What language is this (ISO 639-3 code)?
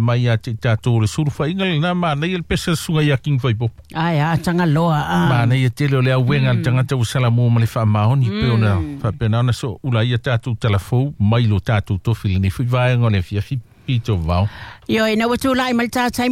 smo